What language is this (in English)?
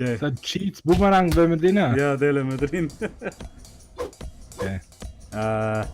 Swiss German